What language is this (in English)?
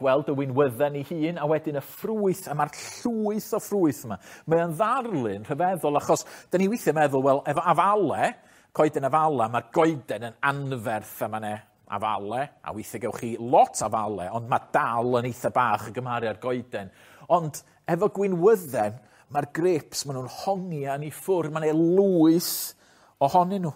Welsh